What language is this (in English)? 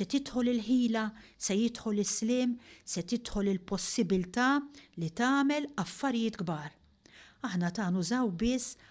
Maltese